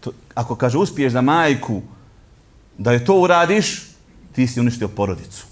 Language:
Bosnian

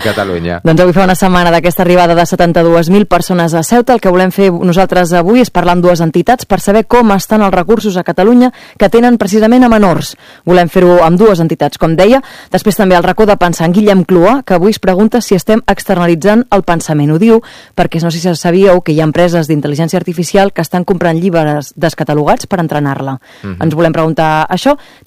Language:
Catalan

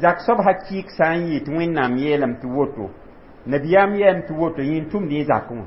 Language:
Mossi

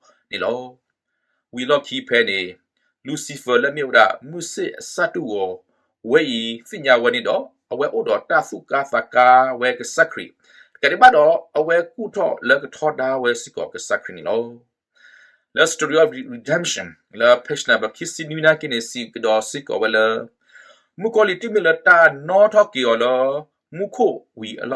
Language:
S'gaw Karen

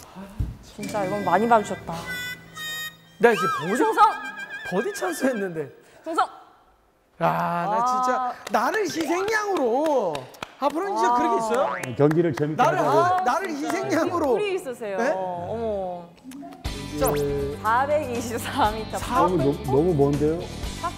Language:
Korean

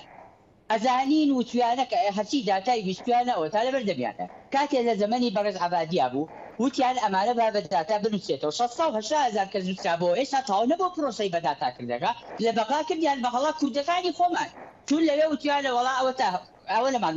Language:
Central Kurdish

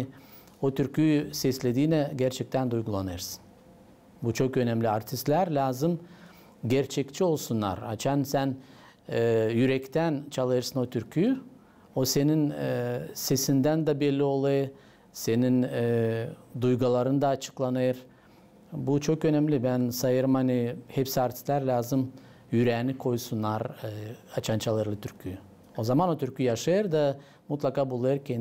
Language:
Gagauz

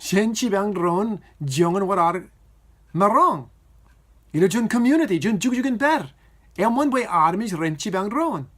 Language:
Marshallese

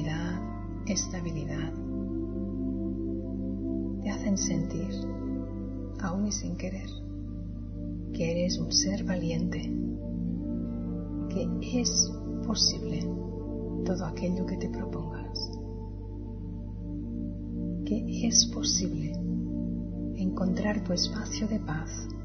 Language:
Spanish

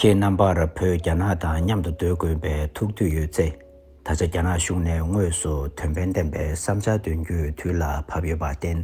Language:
Tibetan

